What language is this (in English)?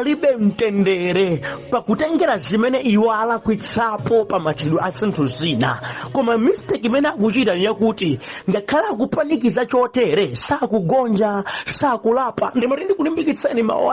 Nyanja